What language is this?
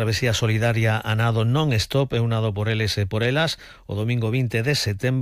Galician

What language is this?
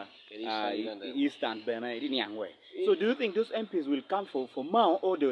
Acoli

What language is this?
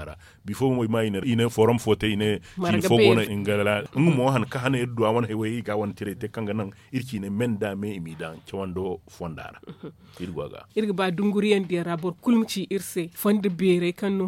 Zarma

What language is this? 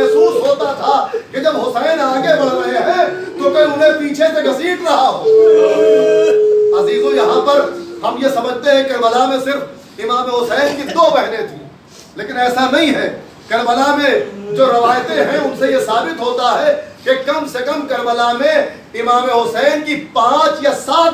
Urdu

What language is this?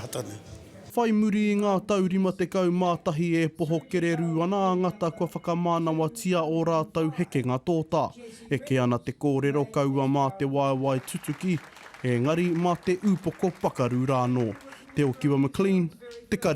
Māori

